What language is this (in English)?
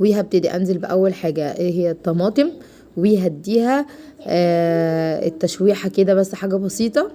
Egyptian Arabic